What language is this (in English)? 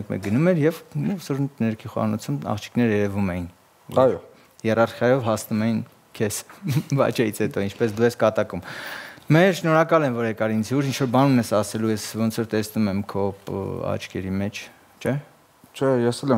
Armenian